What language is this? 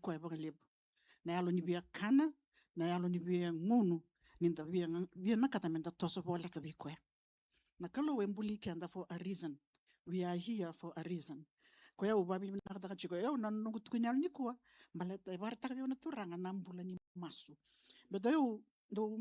Fijian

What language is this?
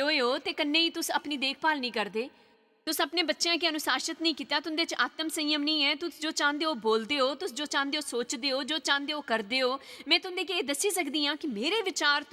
Dogri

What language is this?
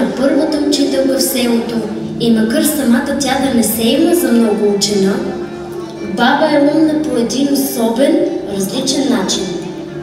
Bulgarian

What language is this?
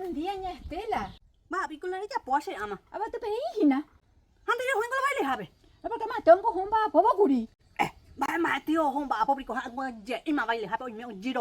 Guarani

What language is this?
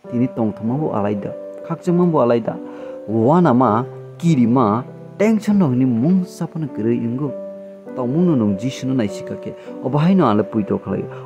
Kok Borok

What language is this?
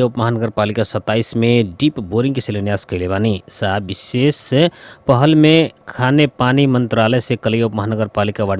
Bhojpuri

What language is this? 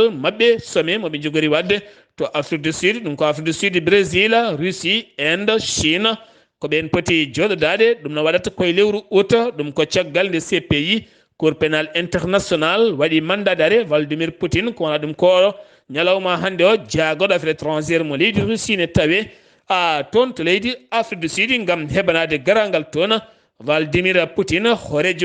Fula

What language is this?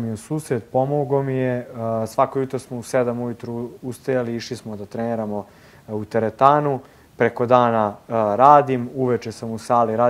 Serbian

